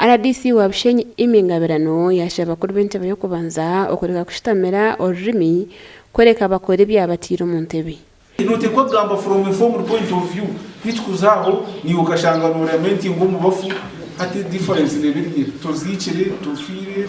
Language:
Nyankole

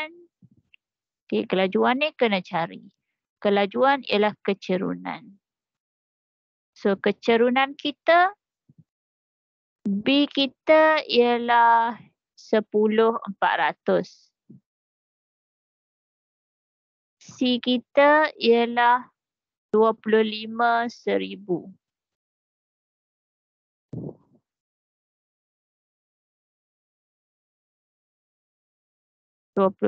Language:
Malay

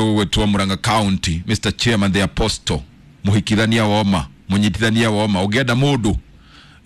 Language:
Kikuyu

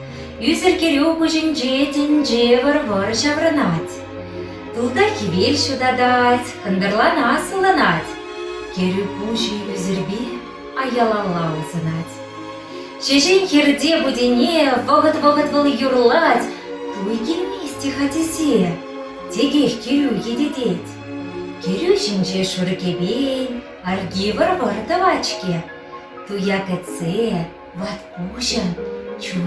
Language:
Chuvash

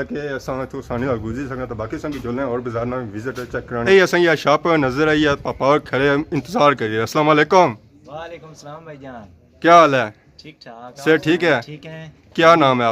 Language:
Pahari-Potwari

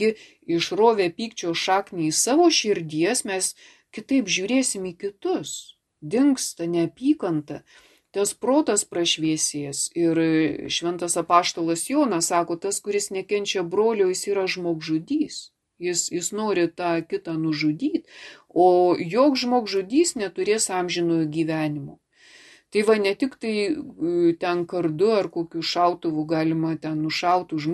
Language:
Lithuanian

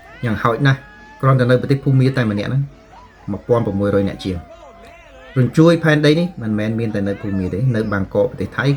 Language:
Khmer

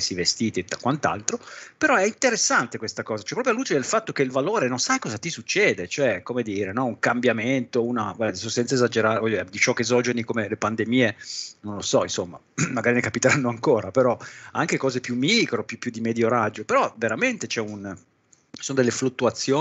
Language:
Italian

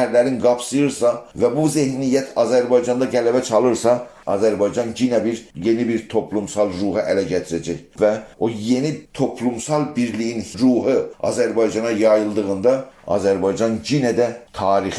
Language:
South Azerbaijani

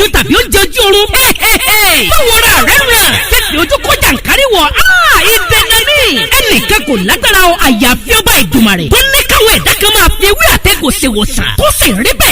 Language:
Yoruba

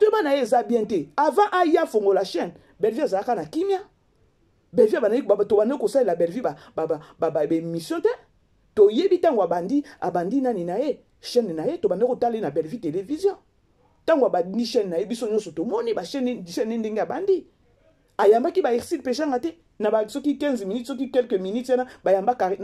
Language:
Lingala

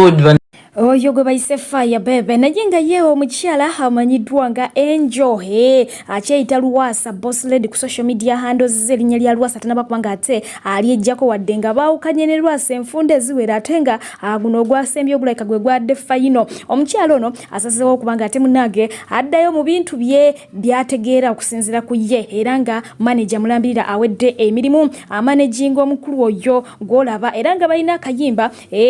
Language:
Ganda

